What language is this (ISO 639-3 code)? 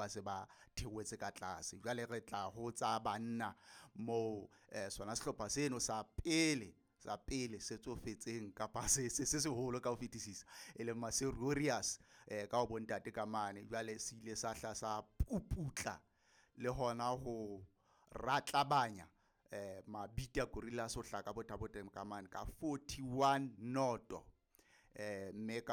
sot